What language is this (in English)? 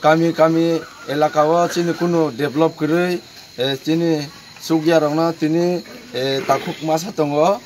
Kok Borok